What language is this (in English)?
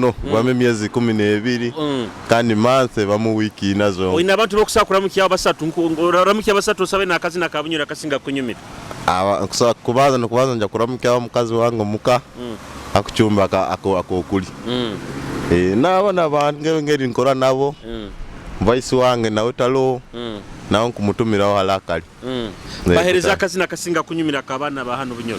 Nyoro